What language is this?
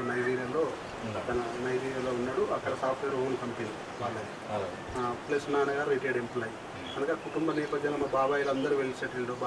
Telugu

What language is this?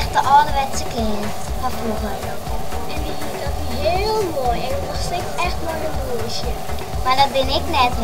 Western Frisian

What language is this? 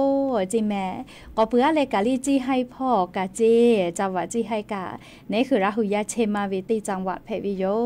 Lahu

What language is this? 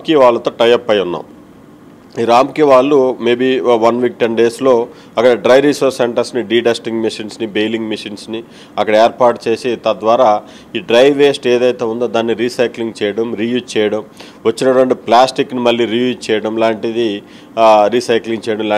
Telugu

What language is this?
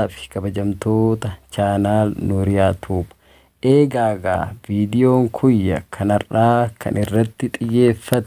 Oromo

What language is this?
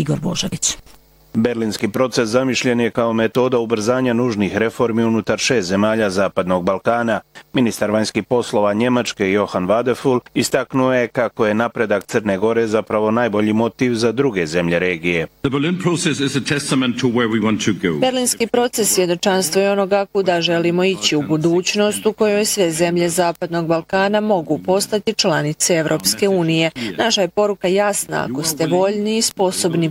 Bosnian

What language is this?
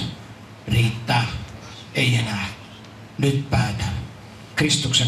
Finnish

